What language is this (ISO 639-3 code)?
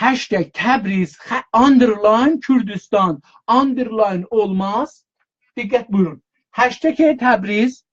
azb